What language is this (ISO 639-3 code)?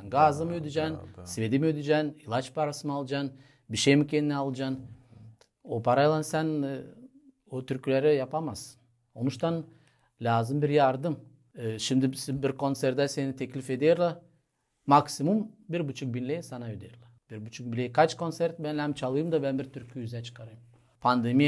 gag